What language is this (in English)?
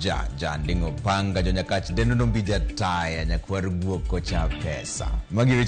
Luo (Kenya and Tanzania)